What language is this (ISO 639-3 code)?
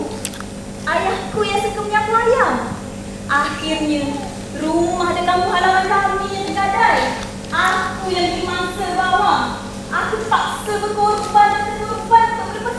msa